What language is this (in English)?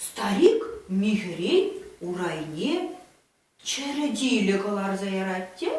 Chuvash